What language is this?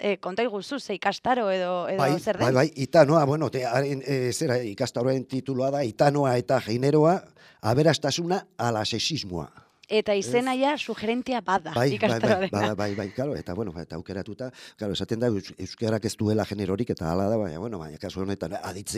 Basque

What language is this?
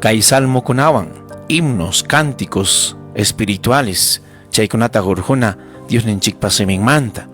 Ayacucho Quechua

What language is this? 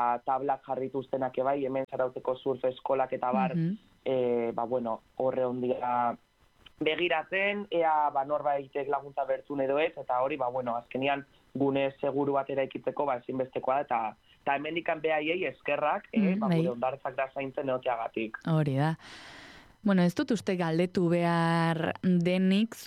Basque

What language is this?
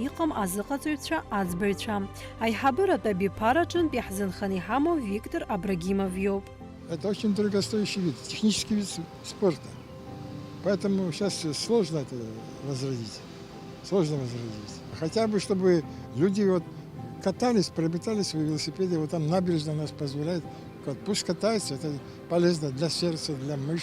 Abkhazian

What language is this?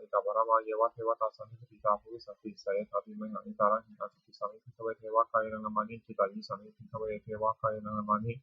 Pali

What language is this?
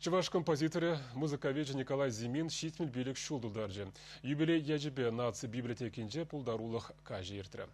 Chuvash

